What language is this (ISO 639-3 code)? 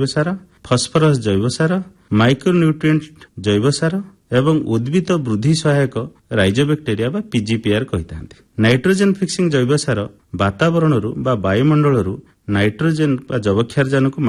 ori